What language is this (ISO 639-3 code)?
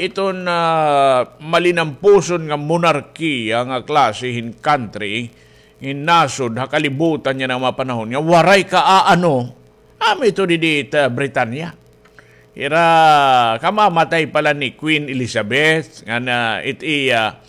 war